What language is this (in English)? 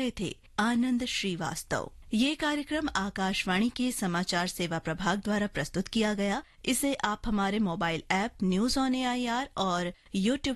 Hindi